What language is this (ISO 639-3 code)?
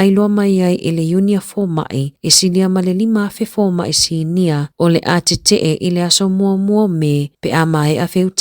smo